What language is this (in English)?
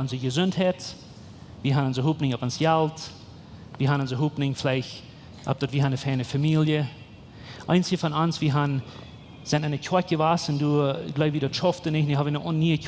Plautdietsch